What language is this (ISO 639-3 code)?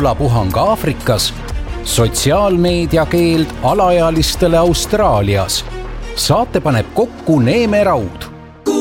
est